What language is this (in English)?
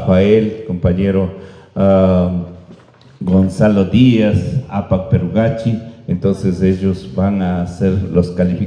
Imbabura Highland Quichua